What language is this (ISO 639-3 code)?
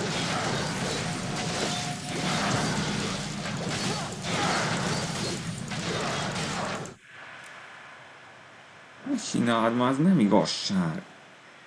hun